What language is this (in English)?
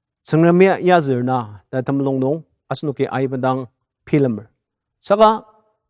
Ao Naga